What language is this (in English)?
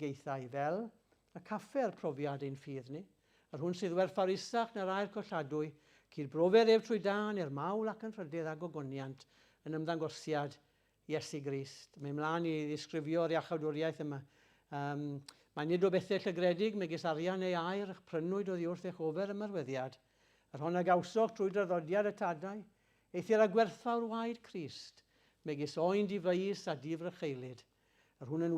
Welsh